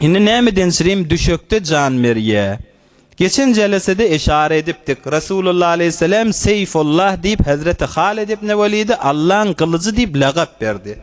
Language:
Turkmen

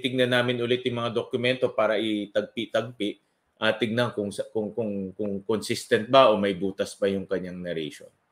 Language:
Filipino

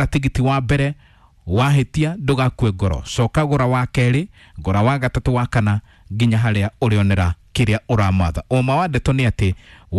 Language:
Kikuyu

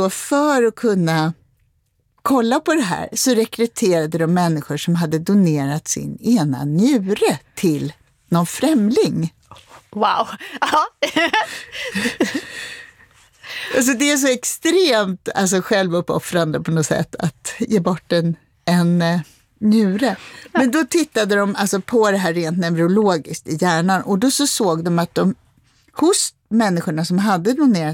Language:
Swedish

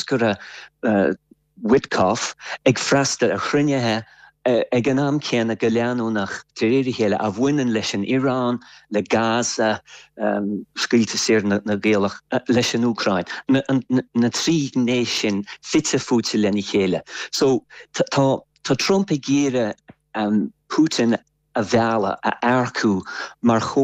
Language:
Irish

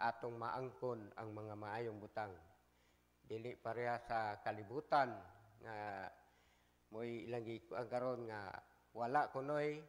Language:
Cebuano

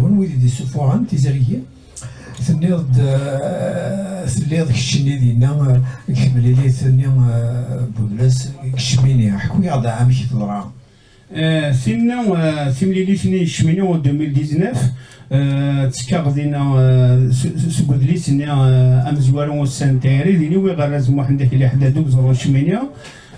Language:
Kabyle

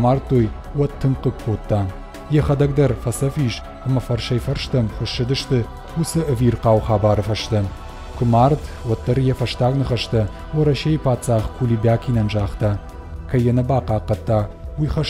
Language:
Ossetic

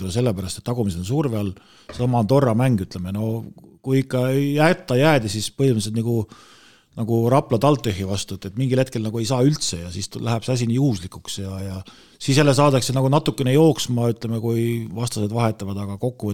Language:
Estonian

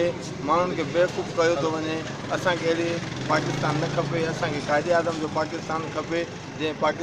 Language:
Sindhi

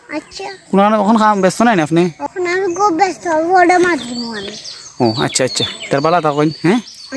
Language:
Sylheti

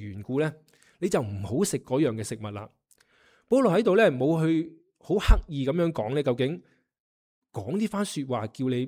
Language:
Cantonese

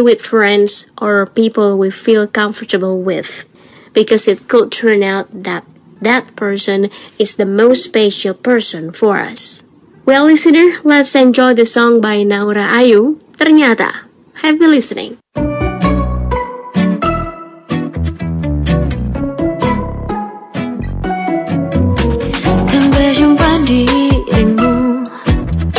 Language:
Indonesian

